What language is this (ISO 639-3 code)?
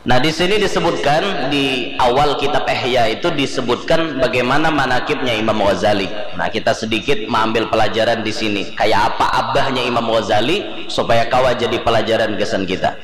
bjn